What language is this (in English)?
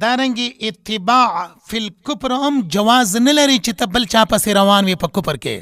Pashto